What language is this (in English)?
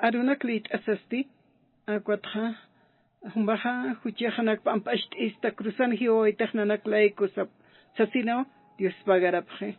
Aymara